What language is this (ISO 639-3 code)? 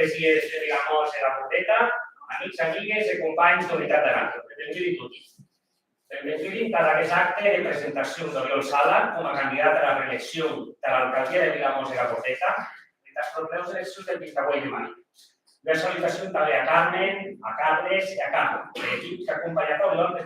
oci